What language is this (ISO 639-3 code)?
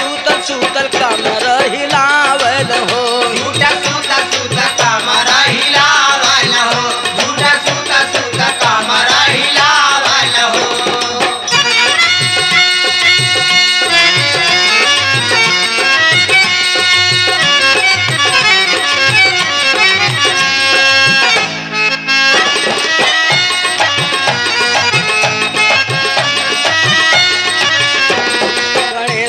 bho